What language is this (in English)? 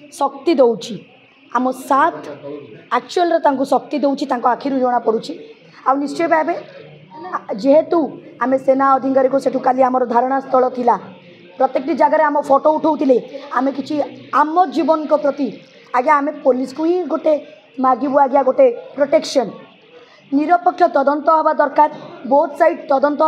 Odia